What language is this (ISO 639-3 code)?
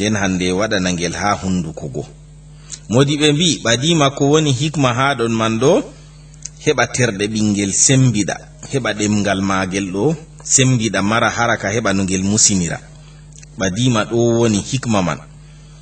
ful